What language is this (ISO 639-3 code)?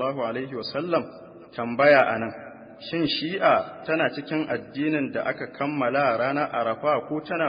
hau